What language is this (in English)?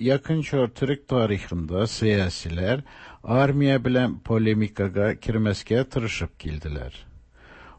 Tatar